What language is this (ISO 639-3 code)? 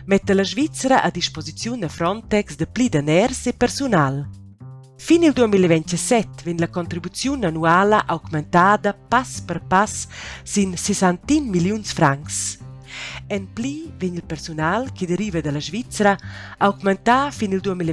roh